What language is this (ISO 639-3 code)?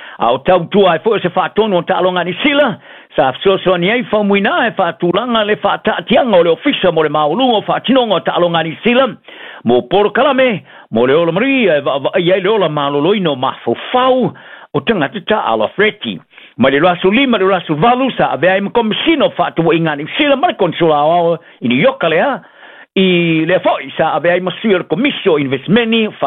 smo